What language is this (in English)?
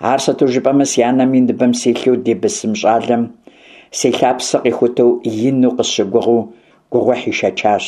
Kabardian